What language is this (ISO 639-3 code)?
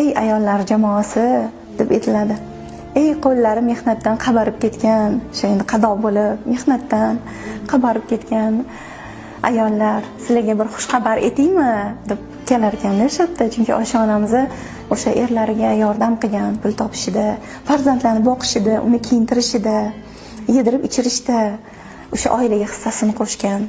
uzb